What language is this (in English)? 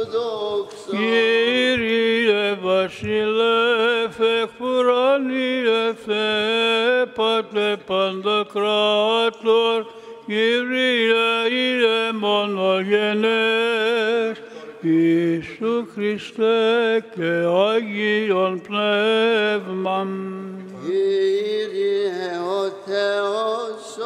Greek